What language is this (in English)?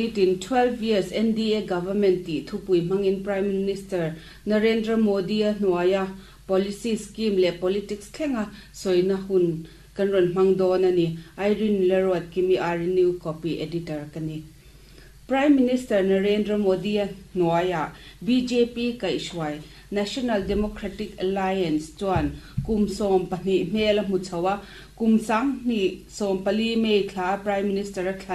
Mizo